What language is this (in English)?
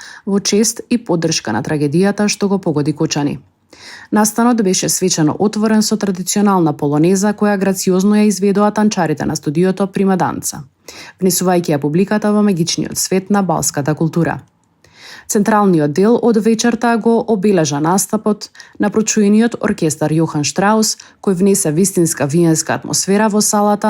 Macedonian